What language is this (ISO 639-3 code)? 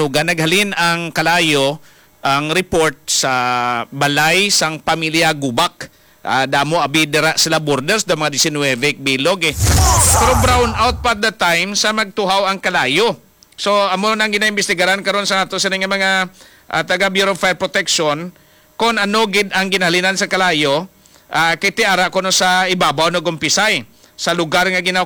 hil